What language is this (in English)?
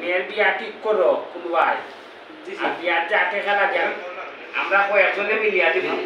Sylheti